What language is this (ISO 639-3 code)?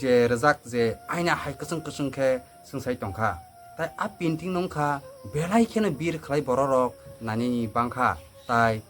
trp